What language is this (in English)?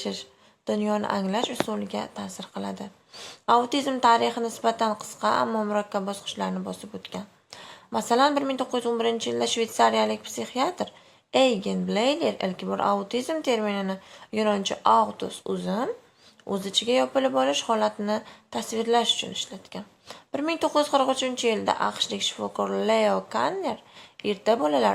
Uzbek